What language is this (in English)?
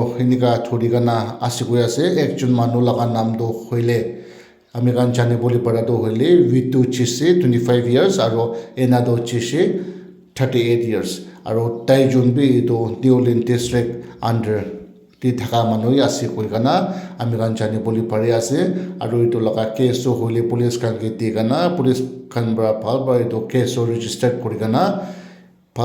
Naga Pidgin